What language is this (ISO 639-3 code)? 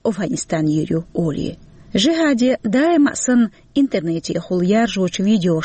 che